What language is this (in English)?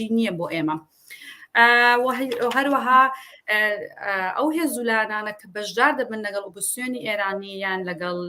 Central Kurdish